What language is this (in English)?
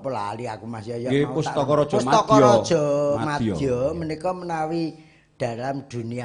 Javanese